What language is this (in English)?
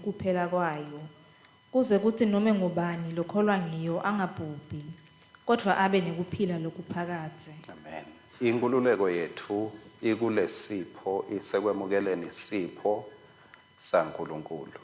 Swati